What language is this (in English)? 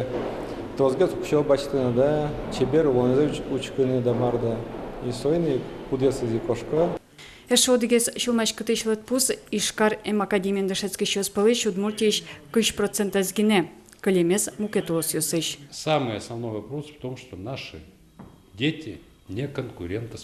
Udmurt